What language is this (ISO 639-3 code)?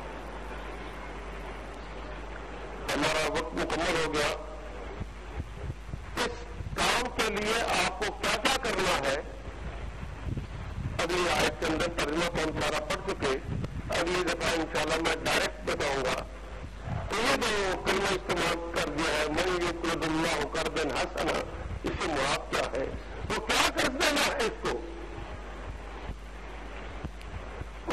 urd